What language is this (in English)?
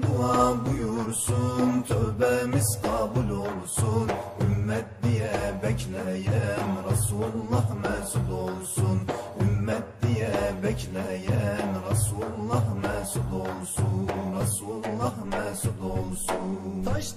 Turkish